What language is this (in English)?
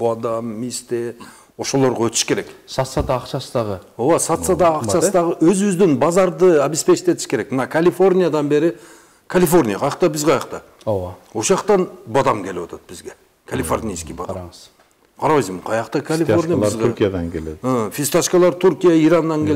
Kyrgyz